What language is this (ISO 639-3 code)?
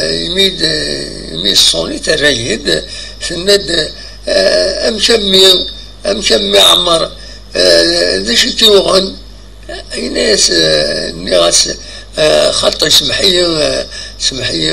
kab